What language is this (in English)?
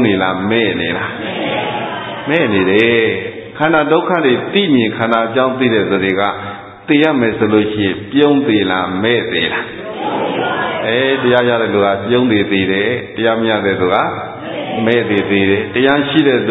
Burmese